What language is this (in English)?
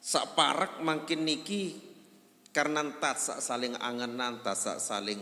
Sasak